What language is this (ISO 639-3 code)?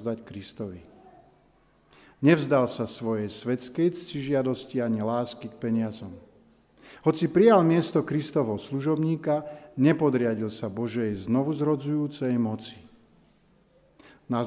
slk